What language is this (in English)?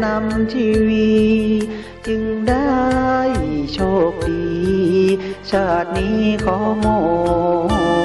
Thai